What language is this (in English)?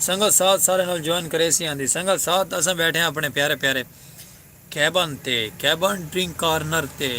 Saraiki